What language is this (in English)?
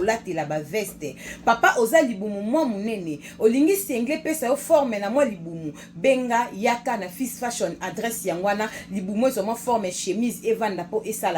Lingala